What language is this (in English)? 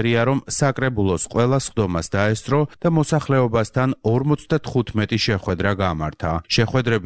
Georgian